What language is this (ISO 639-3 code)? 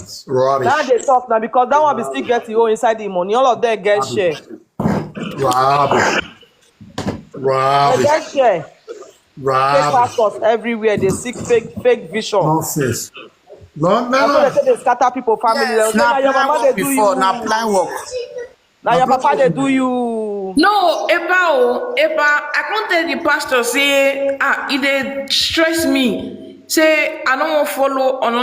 pcm